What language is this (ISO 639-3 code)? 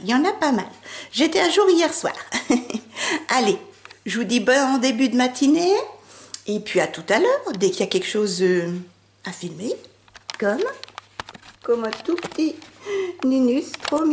fra